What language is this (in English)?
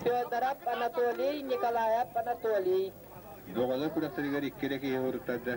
Yakut